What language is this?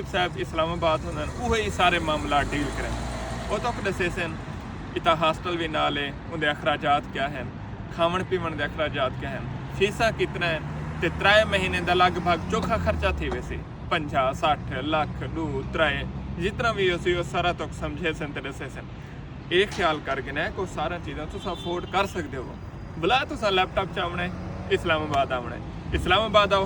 Saraiki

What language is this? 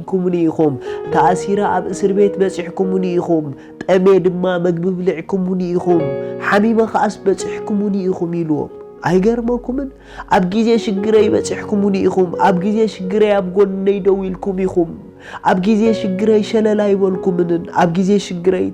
Tigrinya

